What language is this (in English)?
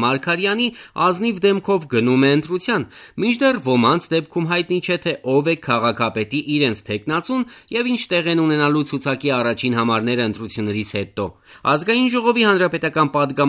Armenian